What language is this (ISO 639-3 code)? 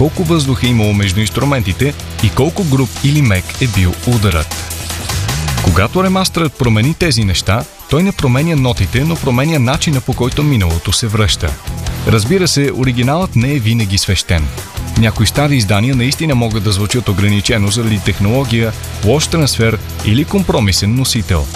bul